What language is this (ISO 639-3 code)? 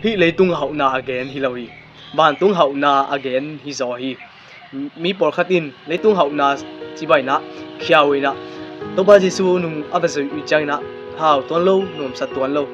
ctd